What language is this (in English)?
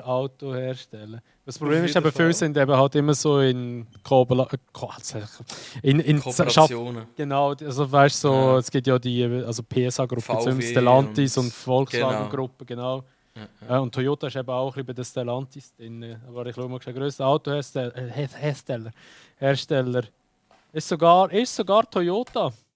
Swiss German